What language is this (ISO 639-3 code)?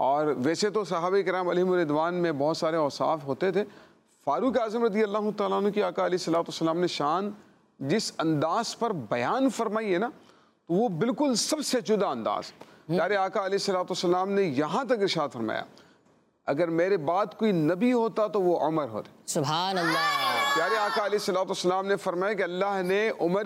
urd